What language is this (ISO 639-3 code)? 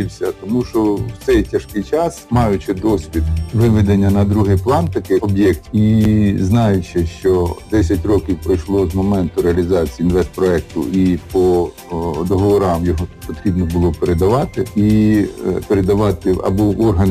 ukr